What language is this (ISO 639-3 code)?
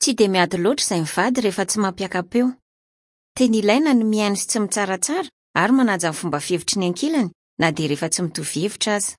mlg